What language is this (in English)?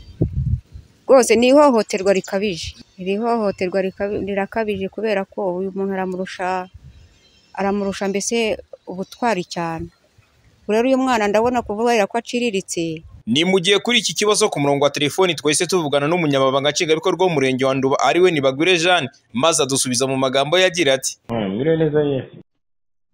Kinyarwanda